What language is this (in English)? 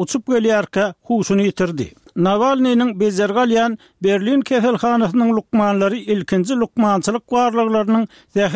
Turkmen